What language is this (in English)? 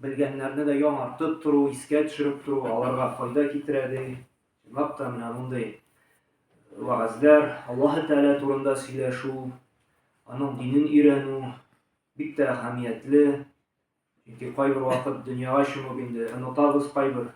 Tatar